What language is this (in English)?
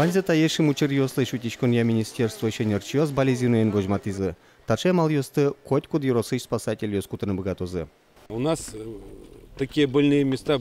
Udmurt